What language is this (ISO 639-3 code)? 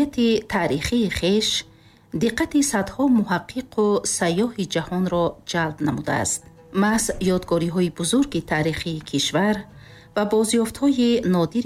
tgk